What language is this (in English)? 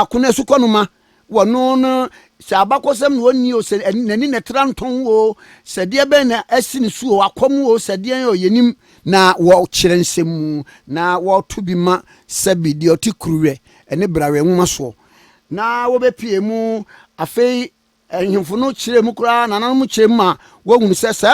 Akan